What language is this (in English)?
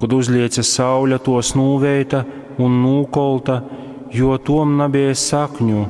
Latgalian